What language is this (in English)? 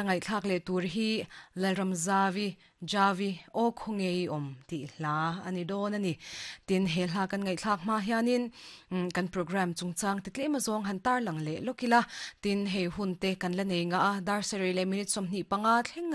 Mizo